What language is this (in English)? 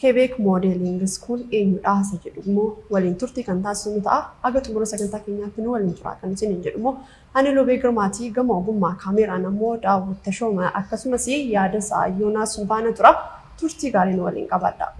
Oromo